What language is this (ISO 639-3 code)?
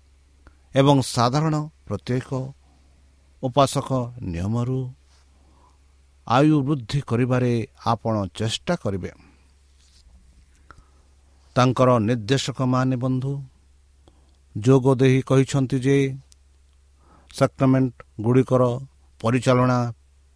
ori